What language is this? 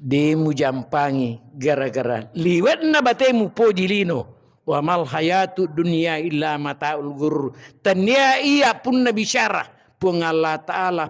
Buginese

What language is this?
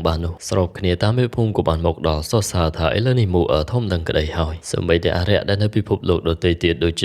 Khmer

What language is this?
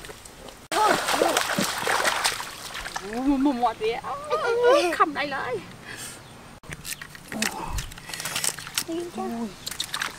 Vietnamese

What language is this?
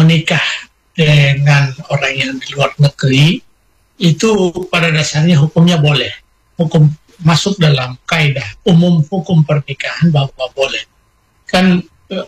Indonesian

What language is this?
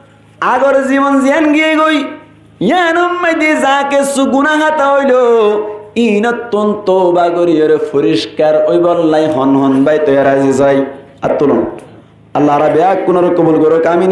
Rohingya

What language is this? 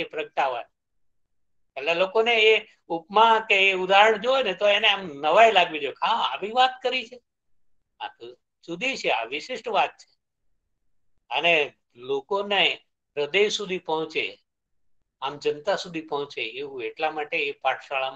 Gujarati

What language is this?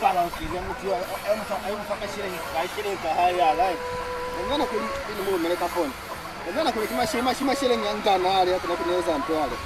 Lozi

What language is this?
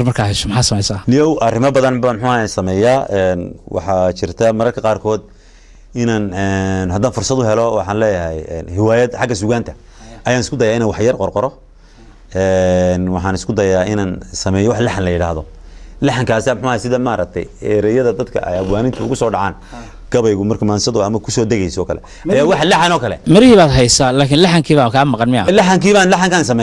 Somali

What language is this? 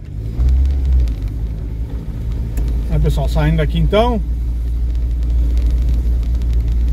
Portuguese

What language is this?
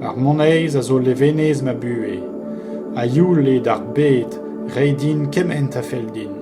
Breton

